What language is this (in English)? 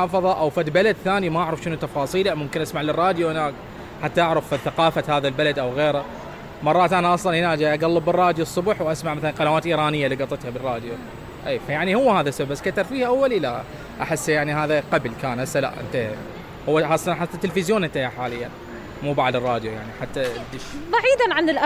Mesopotamian Arabic